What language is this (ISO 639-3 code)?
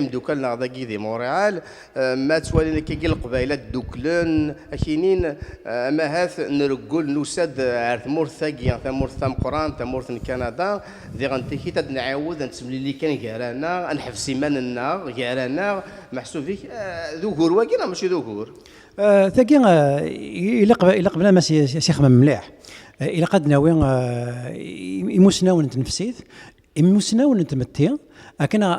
kab